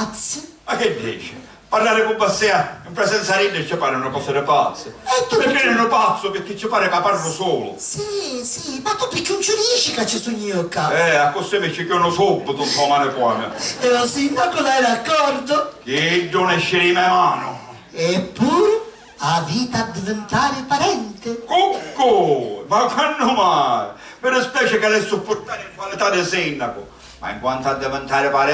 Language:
Sicilian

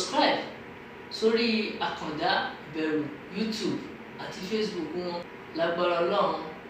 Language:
Yoruba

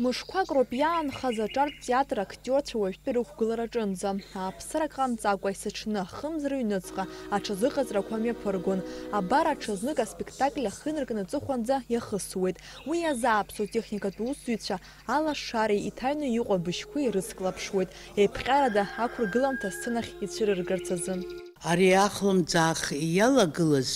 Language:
Abkhazian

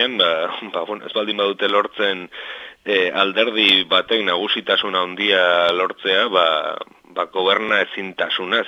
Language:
Basque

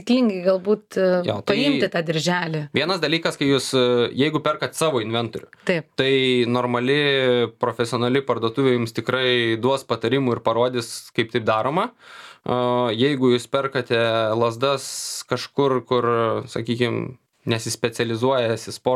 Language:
Lithuanian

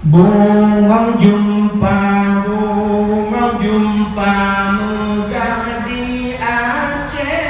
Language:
Achinese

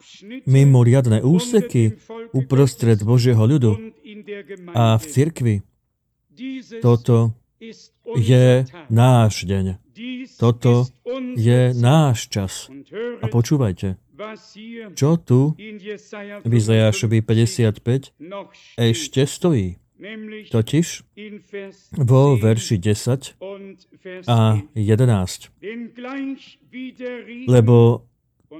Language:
Slovak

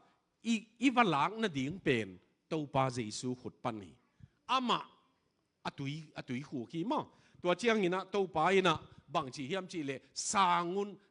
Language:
Tedim Chin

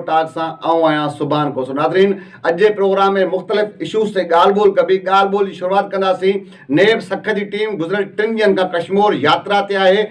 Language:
Sindhi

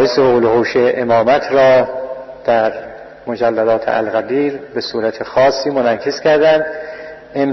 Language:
Persian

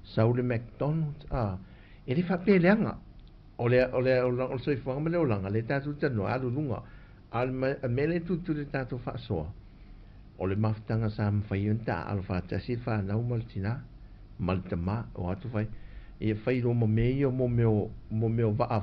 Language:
Samoan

